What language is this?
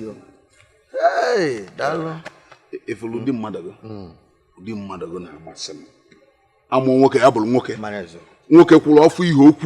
Igbo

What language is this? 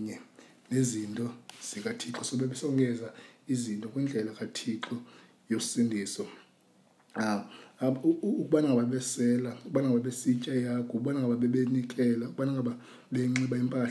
Xhosa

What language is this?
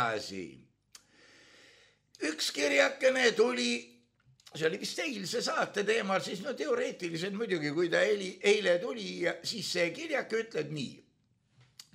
Estonian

